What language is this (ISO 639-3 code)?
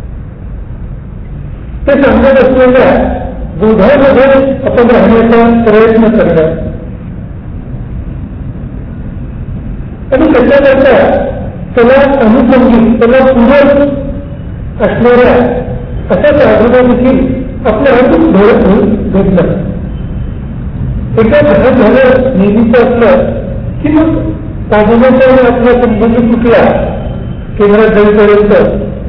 mar